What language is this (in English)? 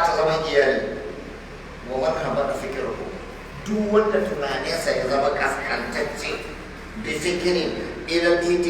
Hausa